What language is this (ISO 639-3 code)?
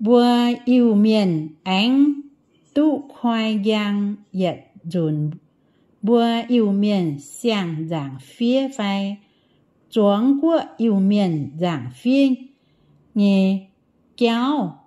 ium